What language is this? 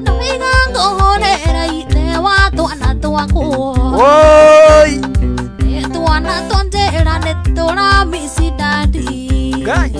Kikuyu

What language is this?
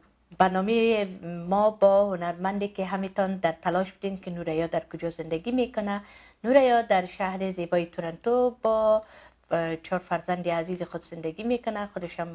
Persian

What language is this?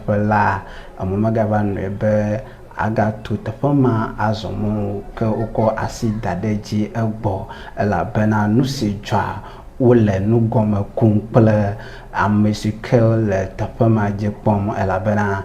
Ewe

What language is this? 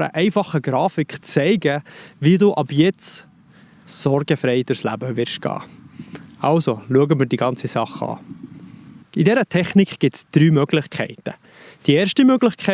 Swiss German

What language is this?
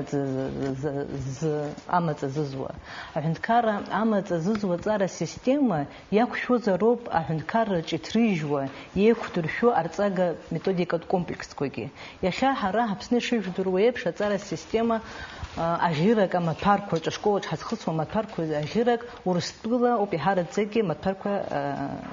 Abkhazian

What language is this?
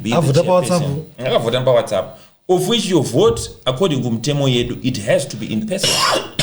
Shona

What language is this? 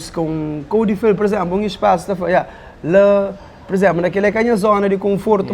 Kabuverdianu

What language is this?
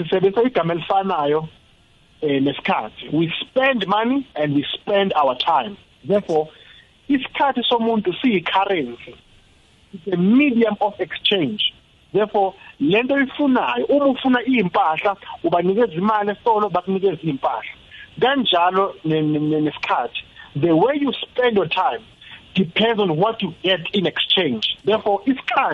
South Ndebele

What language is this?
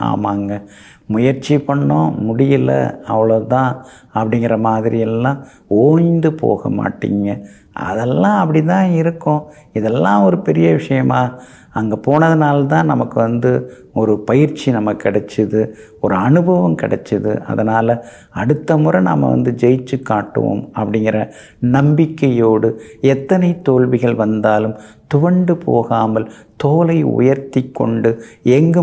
Tamil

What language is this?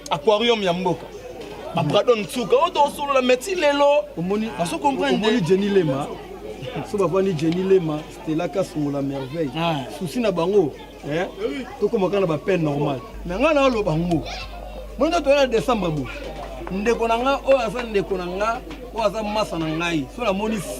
Lingala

